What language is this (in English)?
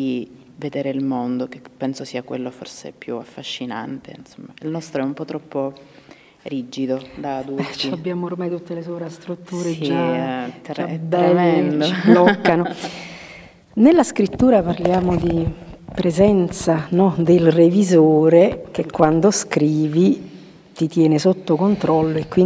Italian